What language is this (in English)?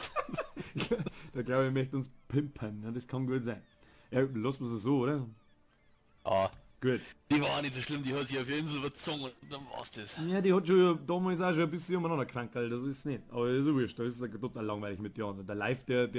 Bavarian